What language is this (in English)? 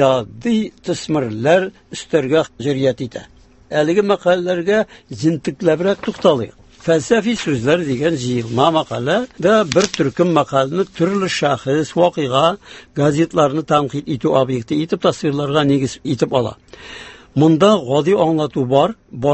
Tatar